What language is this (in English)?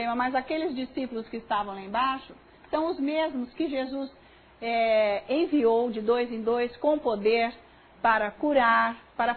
Portuguese